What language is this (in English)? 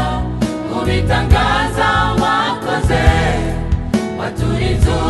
Kinyarwanda